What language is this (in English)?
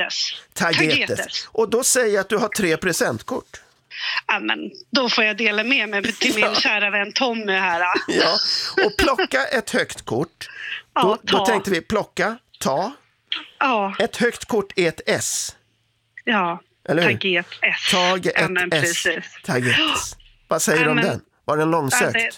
Swedish